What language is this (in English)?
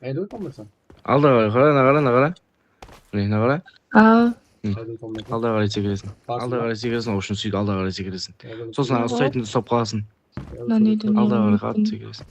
Kara-Kalpak